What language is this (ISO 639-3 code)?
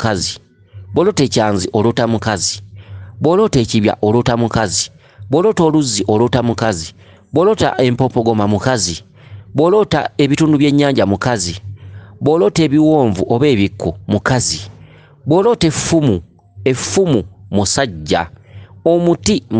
lug